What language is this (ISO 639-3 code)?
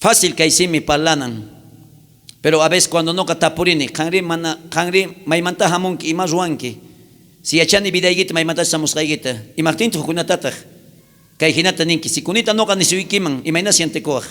quh